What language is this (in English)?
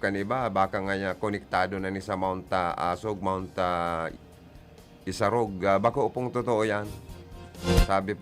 Bikol